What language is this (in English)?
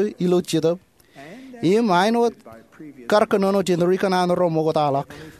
Marshallese